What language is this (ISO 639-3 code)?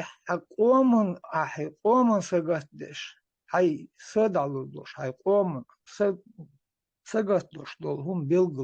che